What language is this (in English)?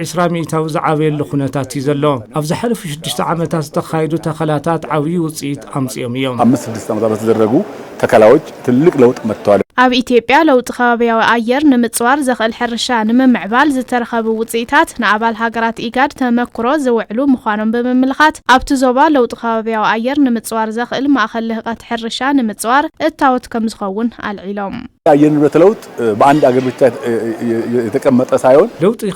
Tigrinya